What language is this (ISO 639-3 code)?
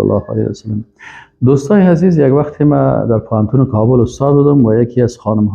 fas